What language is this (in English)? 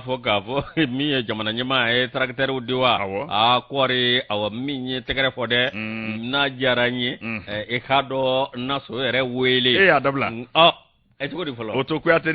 Bambara